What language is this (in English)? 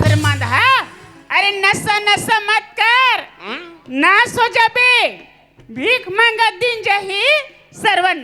Chhattisgarhi